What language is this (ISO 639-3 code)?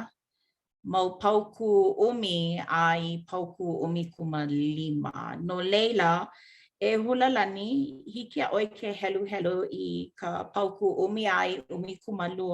haw